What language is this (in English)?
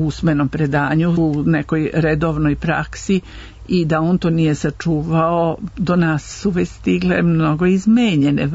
Serbian